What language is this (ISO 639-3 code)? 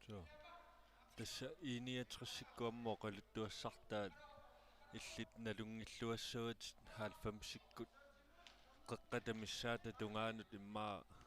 kal